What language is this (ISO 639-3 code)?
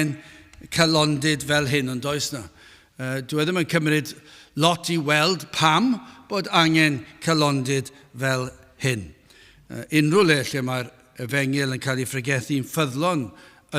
cym